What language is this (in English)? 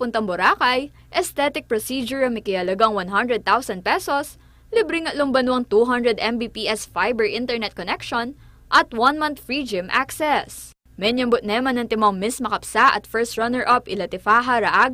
Pampanga